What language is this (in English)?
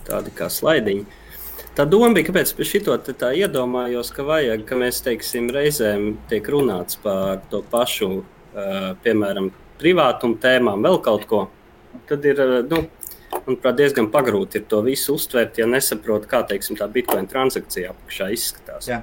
Latvian